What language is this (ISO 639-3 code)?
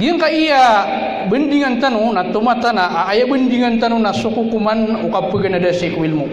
mrw